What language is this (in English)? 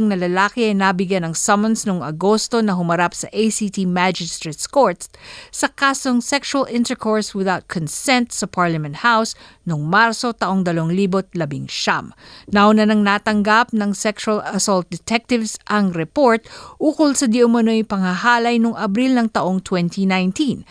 Filipino